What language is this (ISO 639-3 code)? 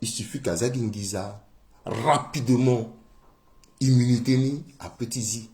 sag